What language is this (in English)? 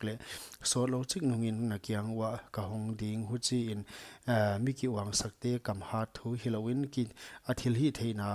Paite Chin